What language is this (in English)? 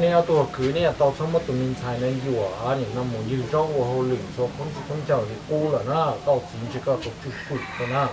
Hmong